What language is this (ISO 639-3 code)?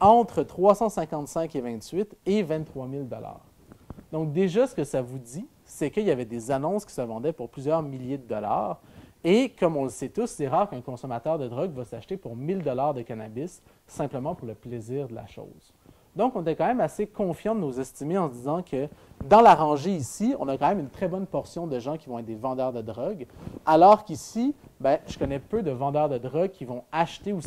fra